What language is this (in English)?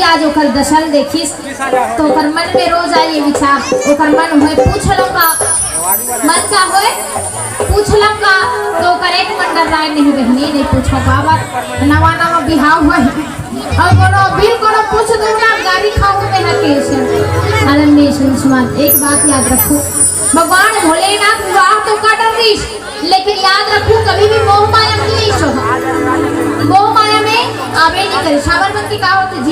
Chhattisgarhi